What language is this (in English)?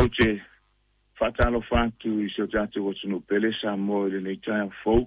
Samoan